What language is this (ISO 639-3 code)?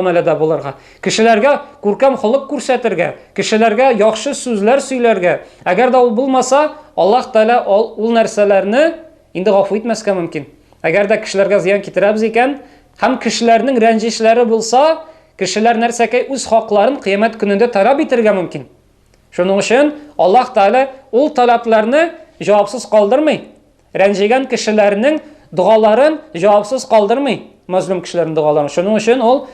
tat